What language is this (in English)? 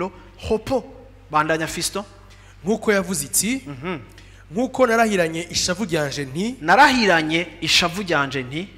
Rundi